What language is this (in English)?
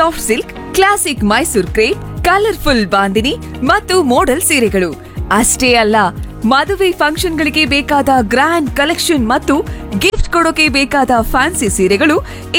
Kannada